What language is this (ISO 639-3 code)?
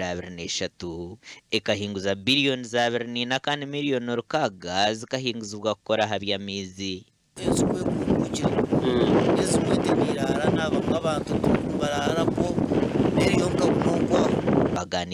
nyn